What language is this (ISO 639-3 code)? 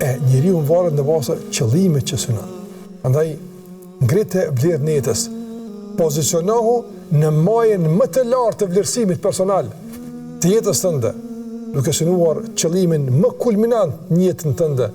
sqi